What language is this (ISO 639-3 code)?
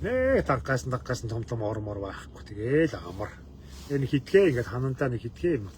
mon